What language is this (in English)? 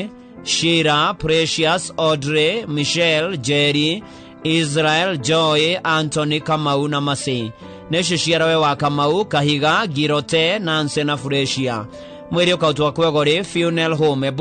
Kikuyu